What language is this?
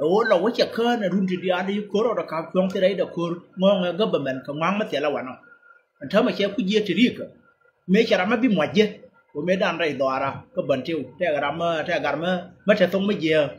Nuer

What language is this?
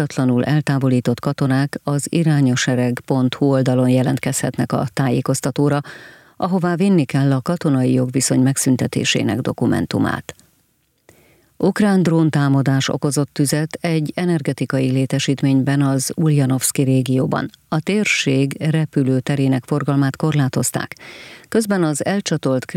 Hungarian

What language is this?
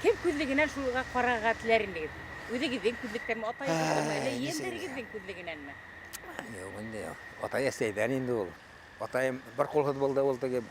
Bashkir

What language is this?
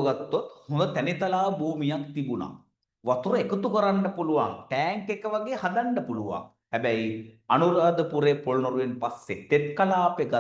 Sinhala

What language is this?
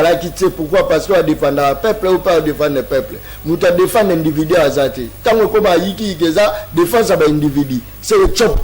Lingala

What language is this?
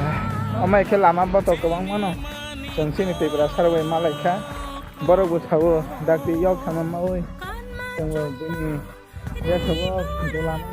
Kok Borok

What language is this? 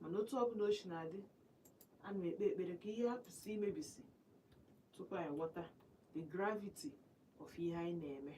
Igbo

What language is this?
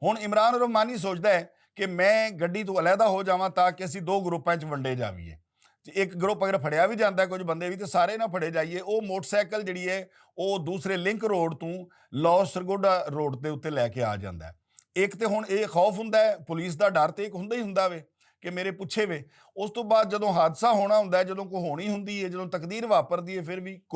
Western Panjabi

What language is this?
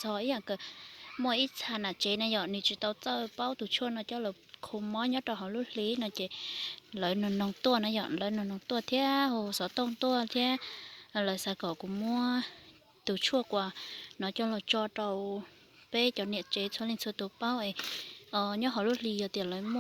Hmong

